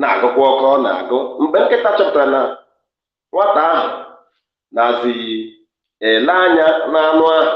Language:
Igbo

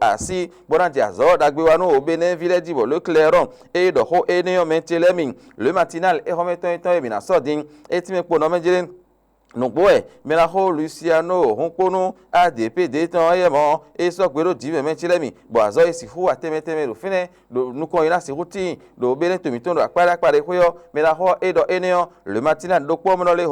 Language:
Fon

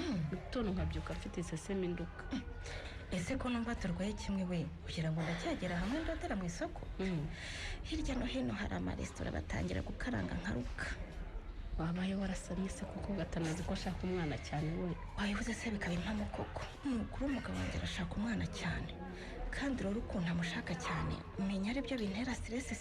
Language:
Kinyarwanda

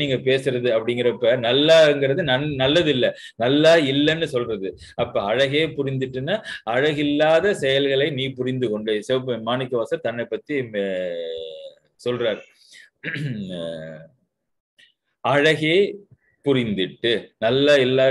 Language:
Tamil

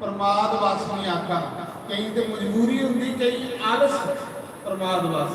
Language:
Dogri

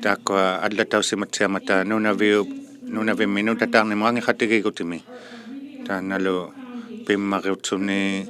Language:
Inuktitut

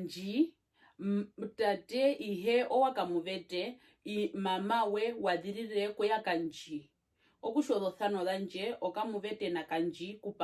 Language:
Herero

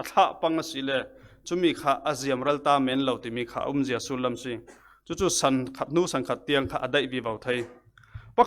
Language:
Falam Chin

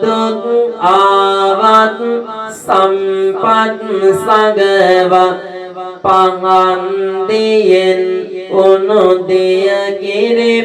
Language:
Sinhala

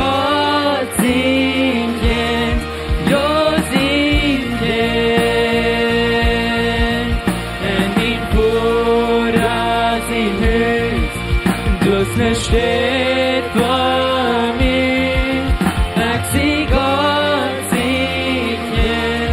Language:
Plautdietsch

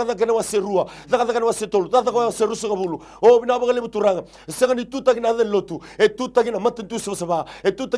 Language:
Fijian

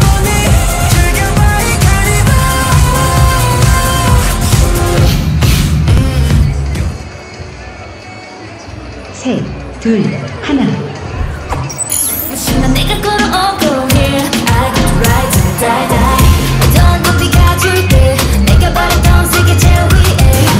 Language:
Korean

